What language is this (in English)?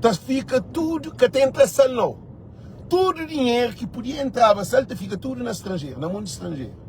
Kabuverdianu